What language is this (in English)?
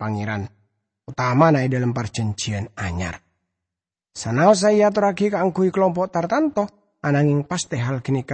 Madurese